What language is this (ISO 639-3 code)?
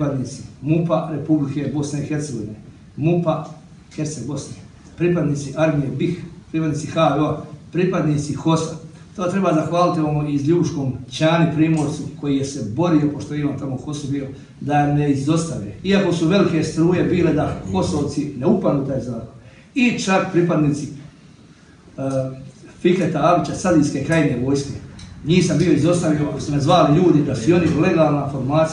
bos